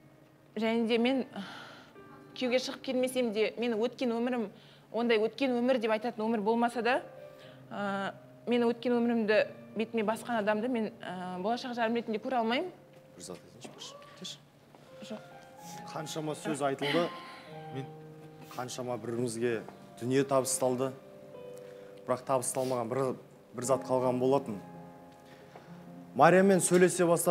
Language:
Kazakh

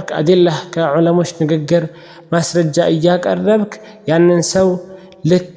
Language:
Amharic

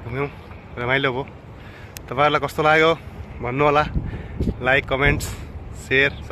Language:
Nepali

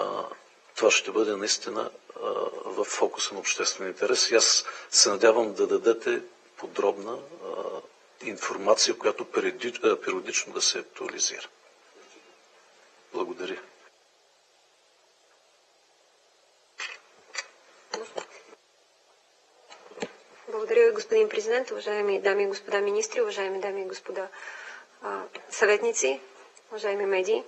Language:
Bulgarian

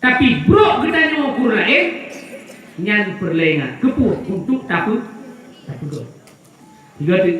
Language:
Achinese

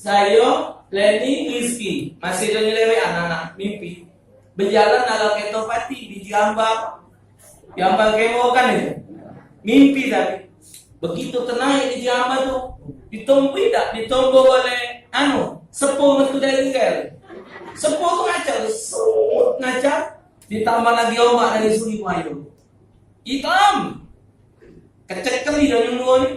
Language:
Musi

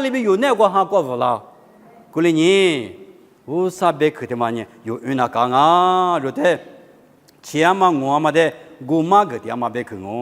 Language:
Lisu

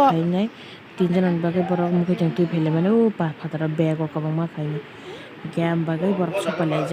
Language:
Kok Borok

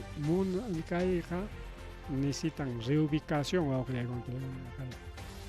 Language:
Ayacucho Quechua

